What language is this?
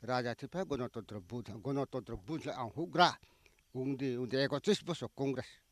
Kok Borok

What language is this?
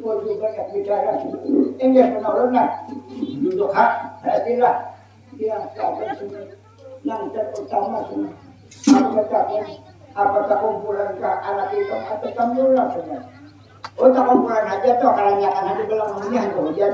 Banjar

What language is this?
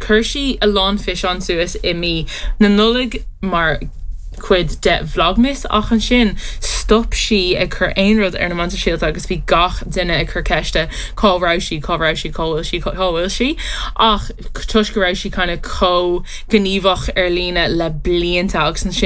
Irish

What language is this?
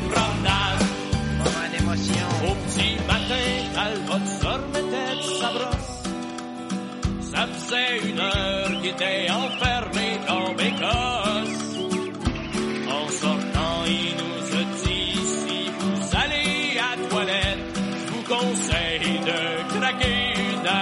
French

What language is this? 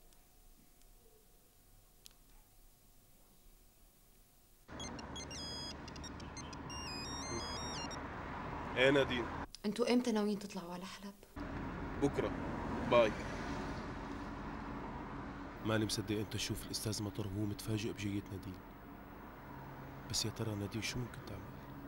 North Levantine Arabic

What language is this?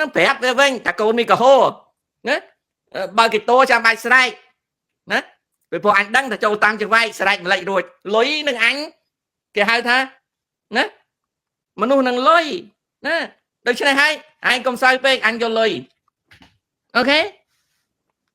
Khmer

